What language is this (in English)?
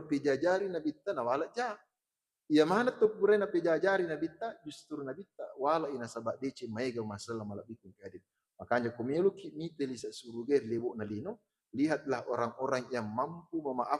Buginese